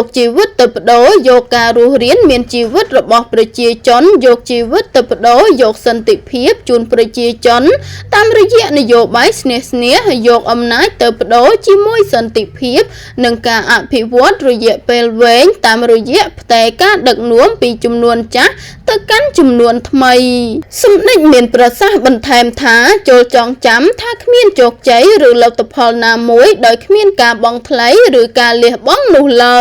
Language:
Khmer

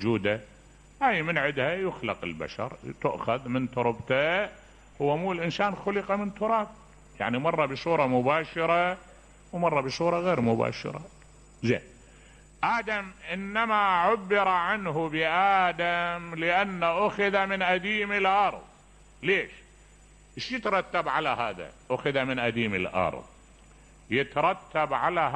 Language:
Mesopotamian Arabic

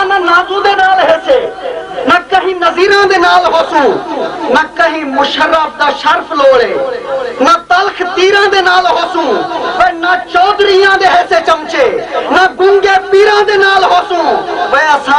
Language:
Saraiki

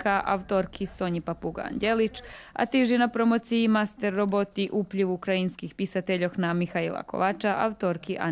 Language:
Rusyn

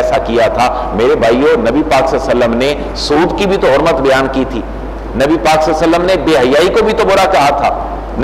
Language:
Urdu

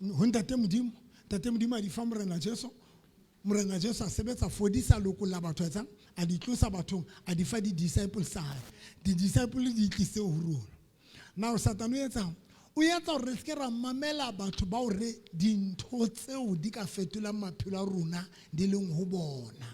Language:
Southern Sotho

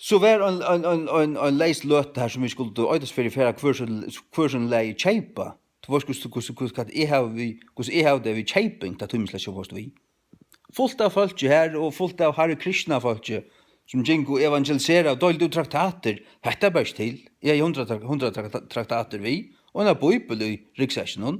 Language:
Faroese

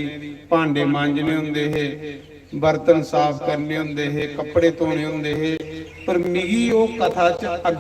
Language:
Dogri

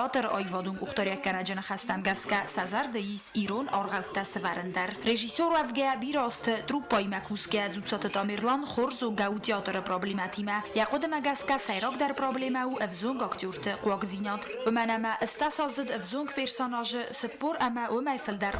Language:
Ossetic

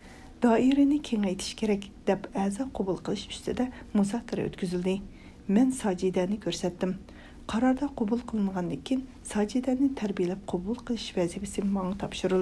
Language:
Uyghur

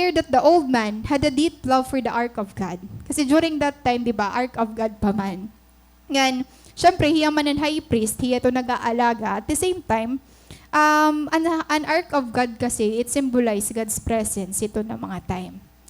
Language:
Waray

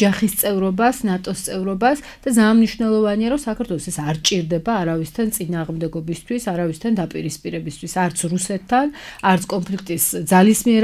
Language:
Georgian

